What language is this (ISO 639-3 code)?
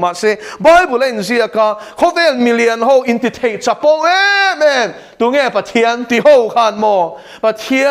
lus